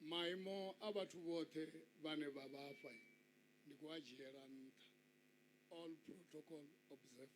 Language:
Venda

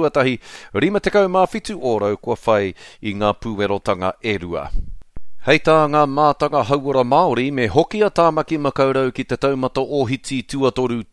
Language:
Māori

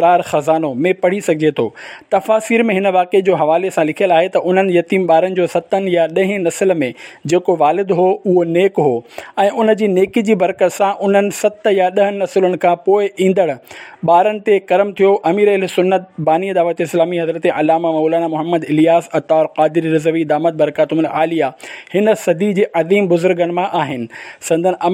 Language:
Sindhi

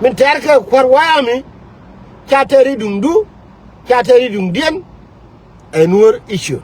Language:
Nuer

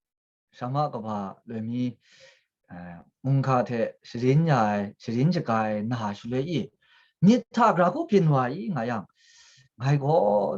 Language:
Kachin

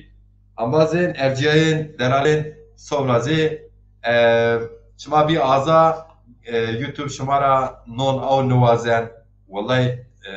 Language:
Zaza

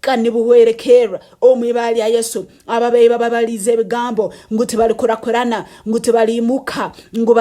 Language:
Nyankole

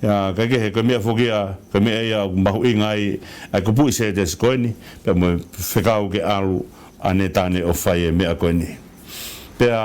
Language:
Tongan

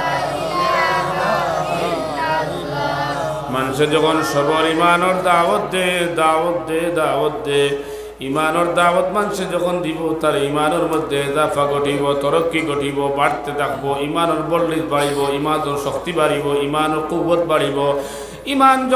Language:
Sylheti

